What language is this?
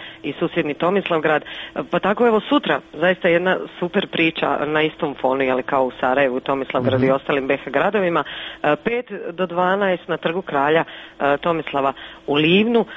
Croatian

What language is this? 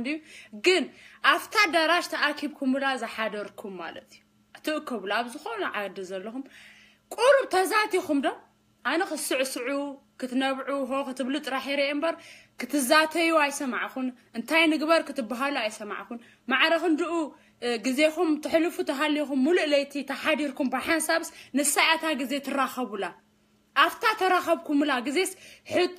Tigrinya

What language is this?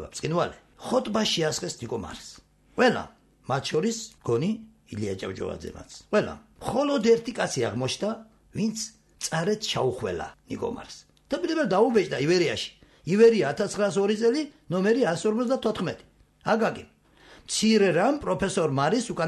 Georgian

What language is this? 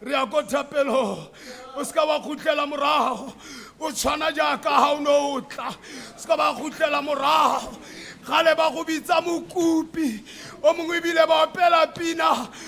Tswana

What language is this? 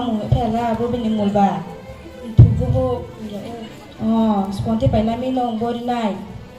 Riang (India)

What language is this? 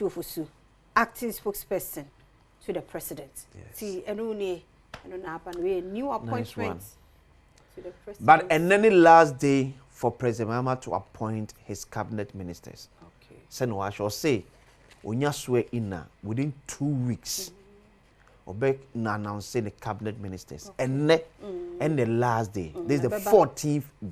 Akan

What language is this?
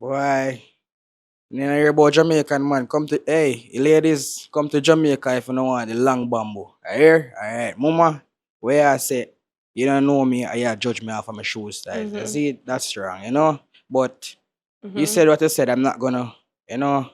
Jamaican Creole English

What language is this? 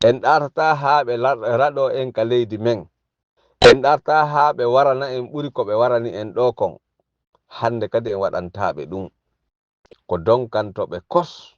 Fula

